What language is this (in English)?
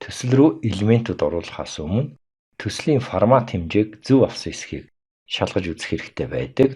Mongolian